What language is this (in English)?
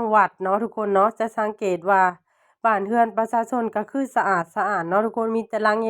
Lao